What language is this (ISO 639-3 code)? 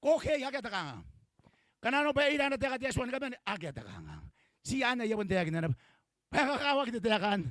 gil